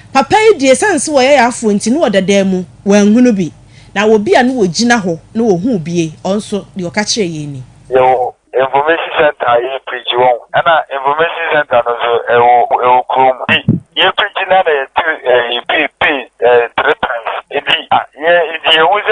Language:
Akan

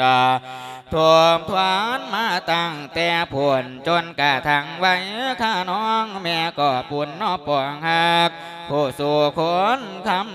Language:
Lao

